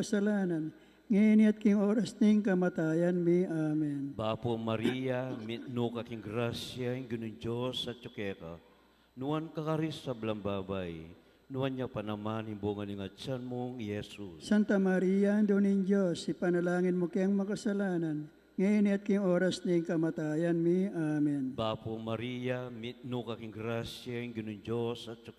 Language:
Pampanga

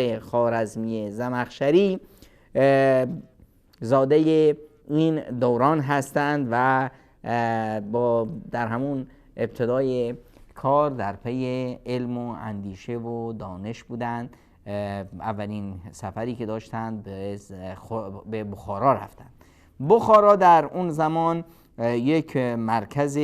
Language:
Persian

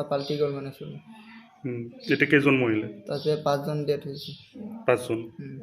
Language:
Assamese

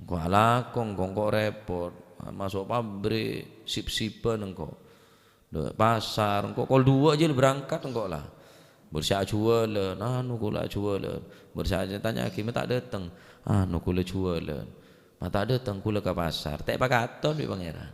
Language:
Madurese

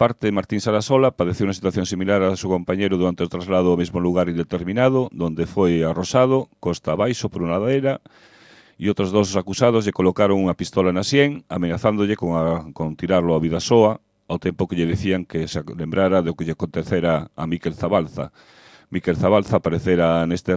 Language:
Galician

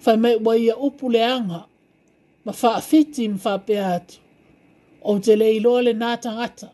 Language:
Samoan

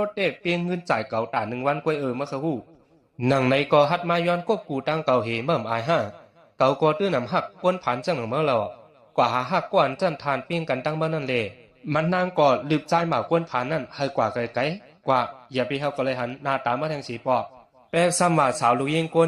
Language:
Shan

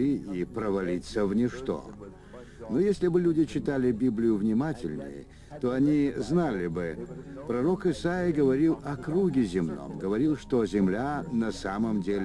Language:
Russian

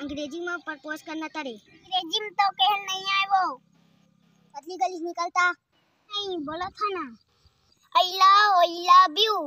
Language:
Chhattisgarhi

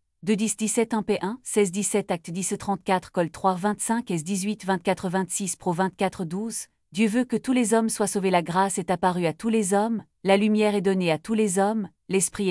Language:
French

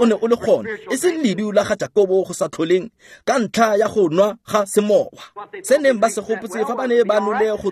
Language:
Tswana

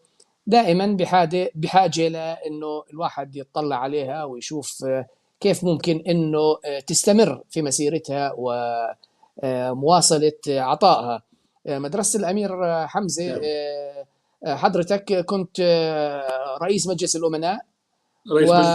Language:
North Levantine Arabic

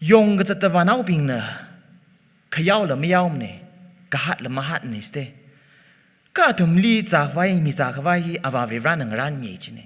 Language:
Tangkhul Naga (India)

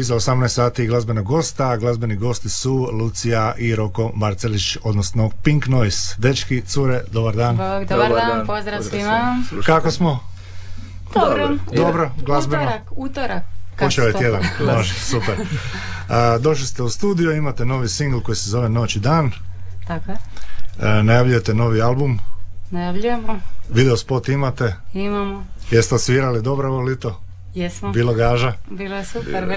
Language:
Croatian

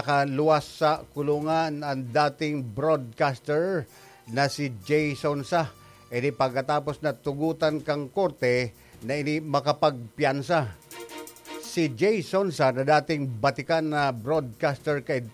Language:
Bikol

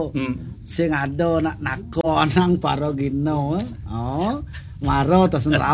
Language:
Balinese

